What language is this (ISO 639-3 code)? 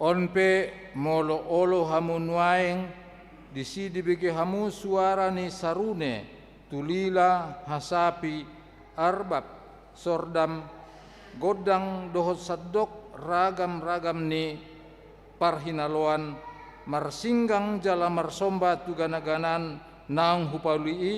bbc